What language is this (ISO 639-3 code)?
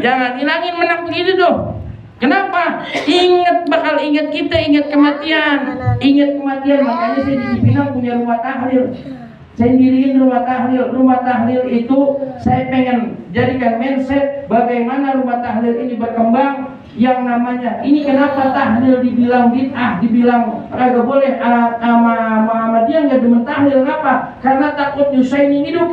bew